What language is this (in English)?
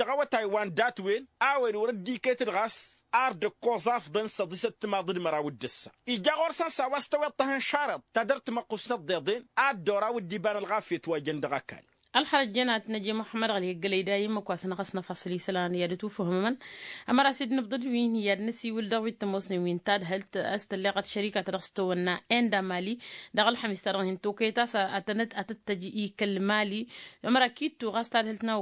Tamasheq